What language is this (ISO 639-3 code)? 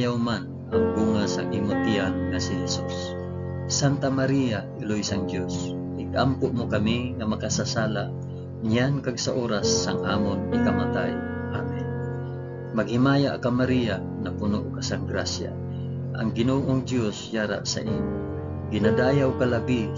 hil